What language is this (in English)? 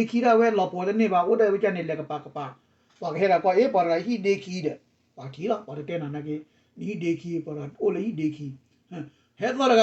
S'gaw Karen